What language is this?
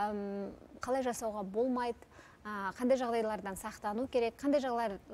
Kazakh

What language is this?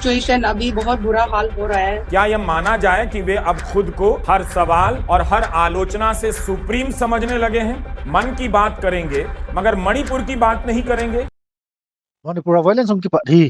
Thado Chin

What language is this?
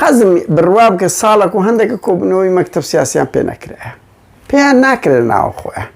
Central Kurdish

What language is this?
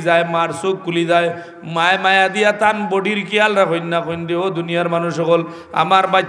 Sylheti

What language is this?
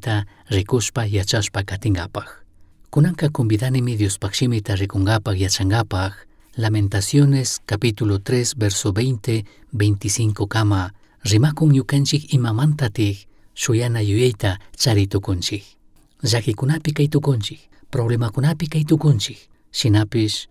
Chimborazo Highland Quichua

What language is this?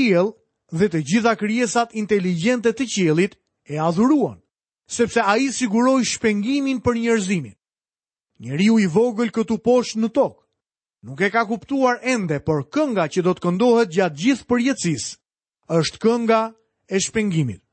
Albanian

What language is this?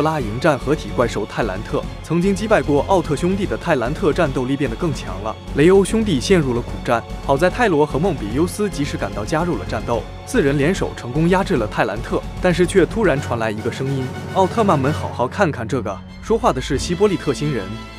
Chinese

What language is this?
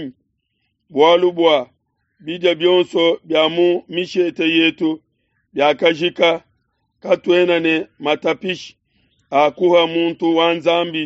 Luba-Lulua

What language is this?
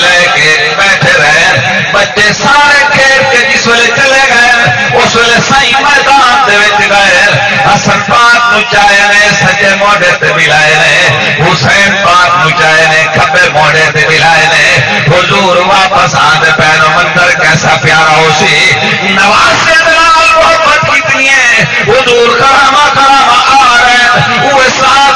Saraiki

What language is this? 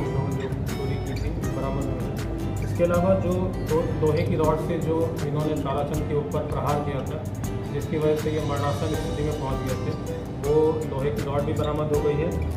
Hindi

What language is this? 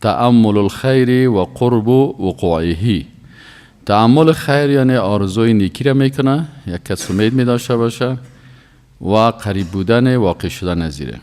Persian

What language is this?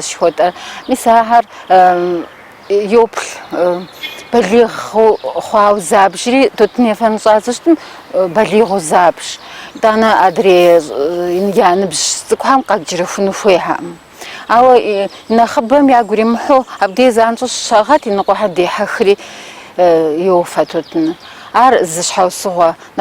Kabardian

